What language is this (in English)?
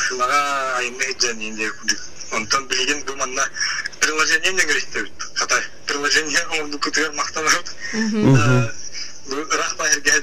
Yakut